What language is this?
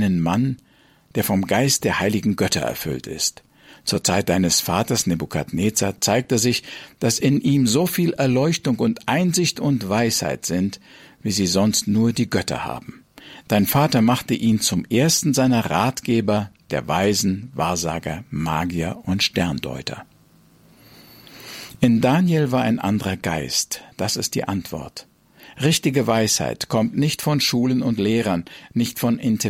German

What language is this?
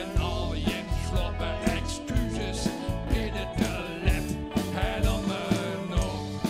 Western Frisian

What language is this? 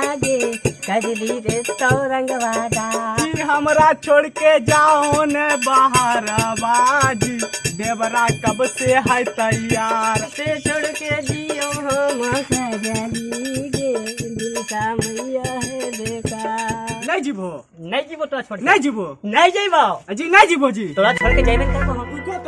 Magahi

